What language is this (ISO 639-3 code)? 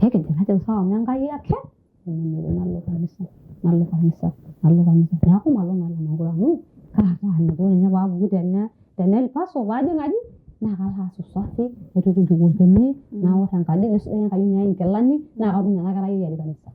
mas